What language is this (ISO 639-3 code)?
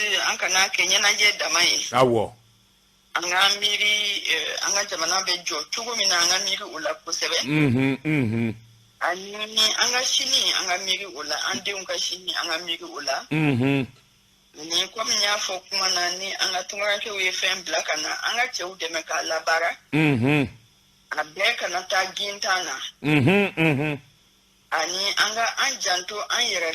bam